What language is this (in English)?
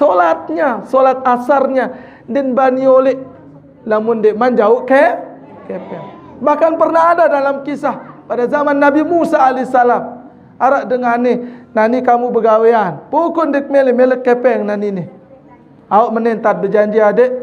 Sasak